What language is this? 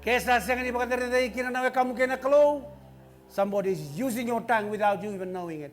Fijian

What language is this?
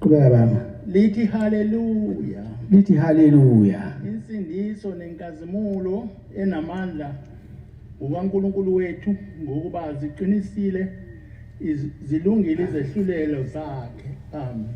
Zulu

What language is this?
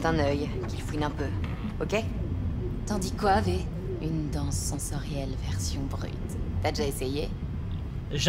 French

